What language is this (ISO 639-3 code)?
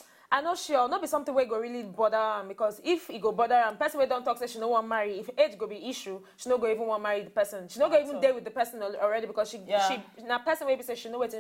pcm